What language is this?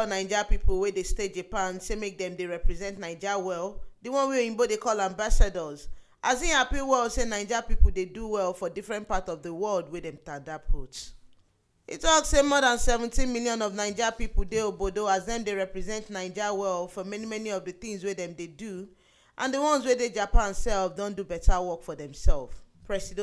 Nigerian Pidgin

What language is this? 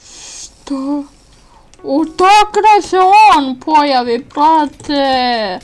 Bosnian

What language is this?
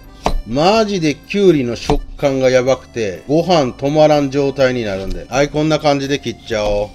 Japanese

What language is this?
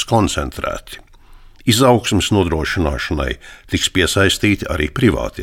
Latvian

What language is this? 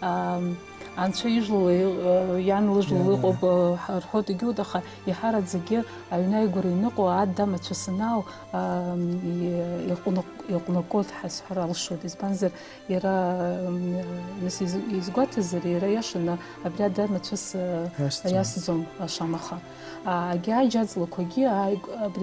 Abkhazian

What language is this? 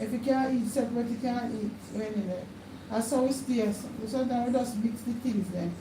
Jamaican Creole English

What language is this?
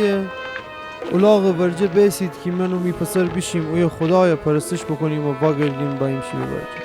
Gilaki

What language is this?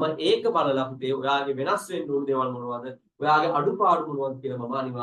Sinhala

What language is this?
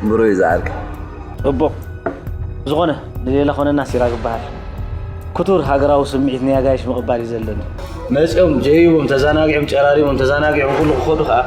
Tigrinya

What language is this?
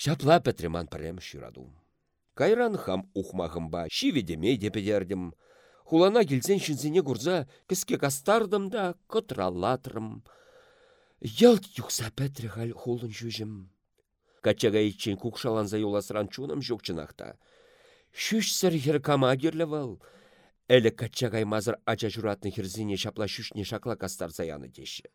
Chuvash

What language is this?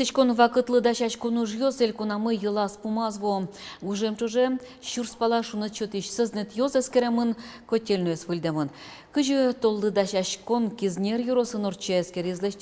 Udmurt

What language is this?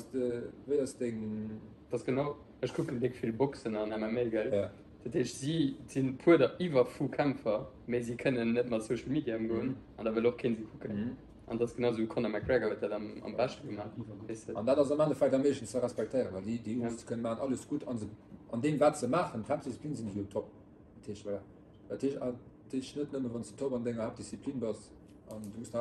Luxembourgish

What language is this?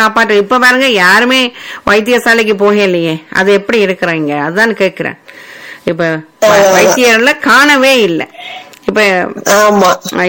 Tamil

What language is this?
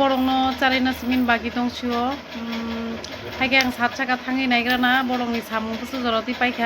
Kok Borok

